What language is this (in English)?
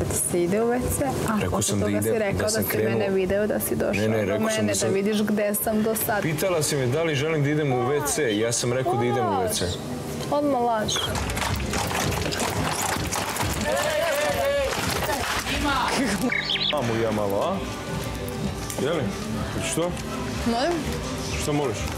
Serbian